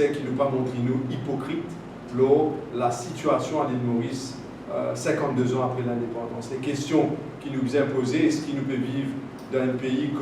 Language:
Morisyen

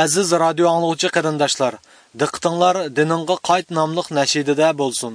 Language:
Uyghur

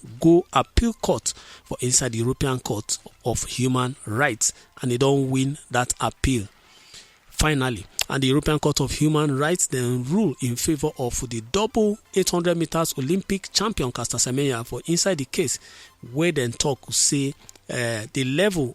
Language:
Nigerian Pidgin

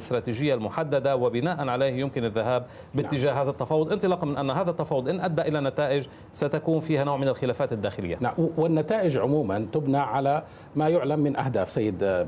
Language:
Arabic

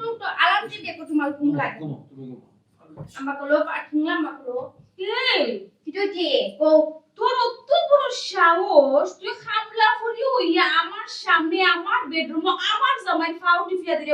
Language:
Sylheti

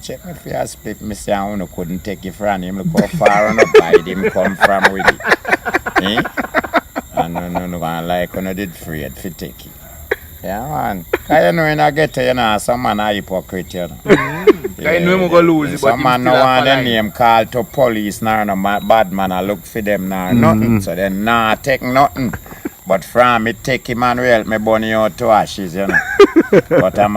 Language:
Jamaican Creole English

